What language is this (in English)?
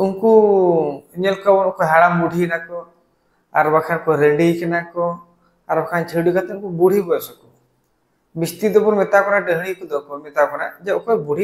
Santali